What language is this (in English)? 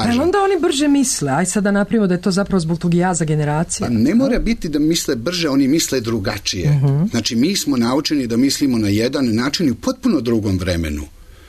Serbian